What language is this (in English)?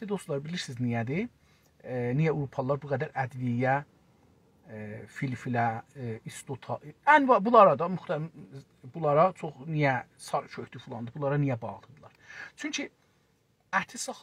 South Azerbaijani